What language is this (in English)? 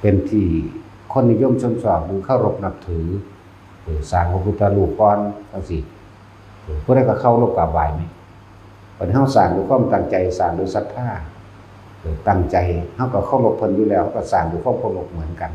Northeastern Thai